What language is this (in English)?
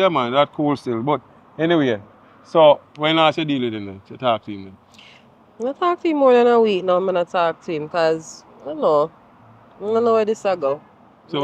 Jamaican Creole English